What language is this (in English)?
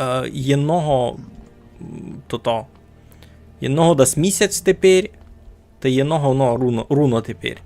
Rusyn